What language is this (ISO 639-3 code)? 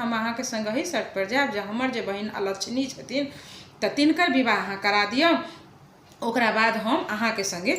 mai